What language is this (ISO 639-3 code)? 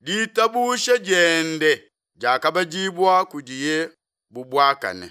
lua